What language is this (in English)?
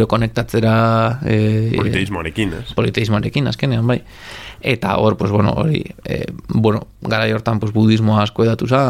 Basque